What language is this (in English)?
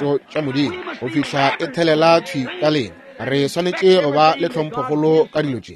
Northern Sotho